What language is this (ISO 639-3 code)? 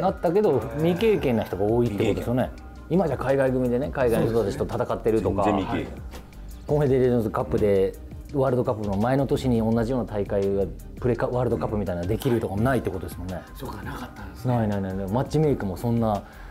jpn